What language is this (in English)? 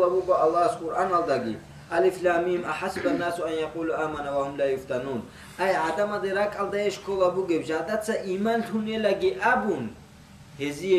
Avaric